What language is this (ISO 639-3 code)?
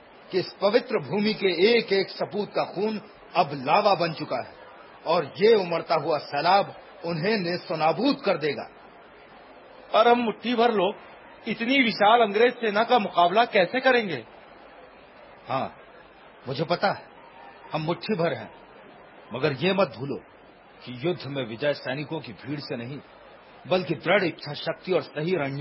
hin